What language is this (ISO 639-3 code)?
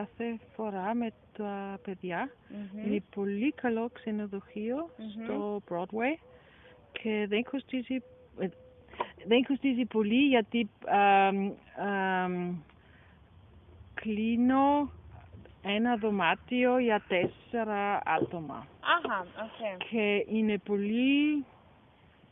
ell